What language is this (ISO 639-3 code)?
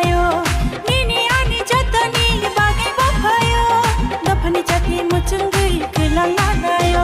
trp